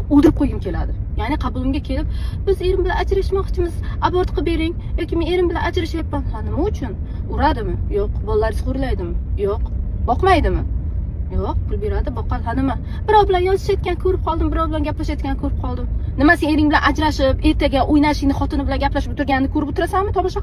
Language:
Uzbek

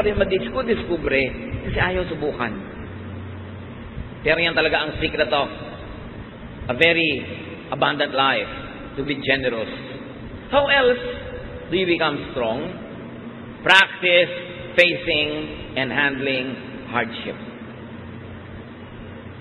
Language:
Filipino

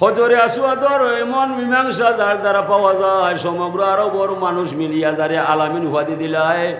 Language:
Sylheti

